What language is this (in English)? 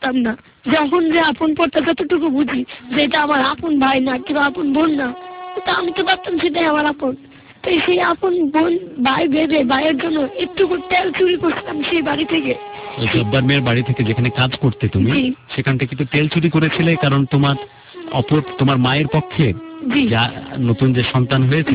Bangla